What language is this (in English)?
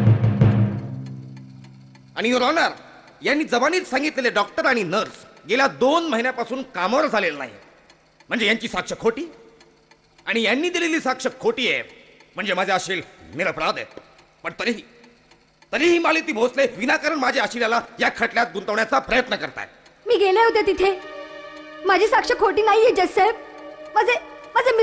Marathi